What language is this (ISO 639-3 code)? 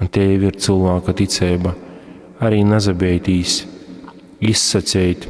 ltg